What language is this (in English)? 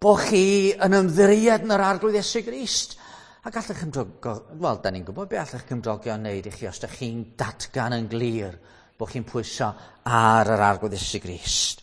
Welsh